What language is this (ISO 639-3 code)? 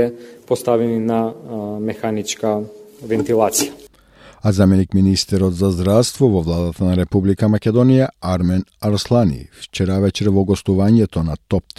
mkd